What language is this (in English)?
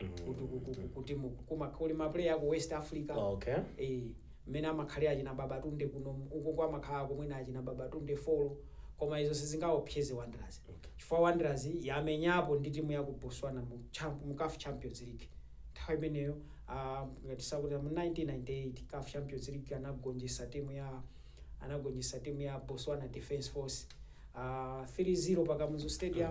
Nyanja